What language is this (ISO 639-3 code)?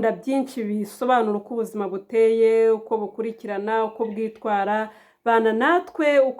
kin